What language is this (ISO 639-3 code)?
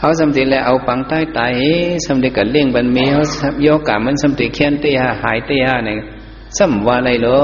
shn